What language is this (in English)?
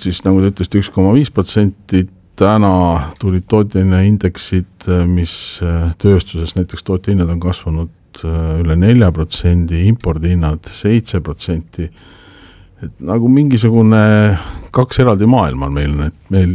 Estonian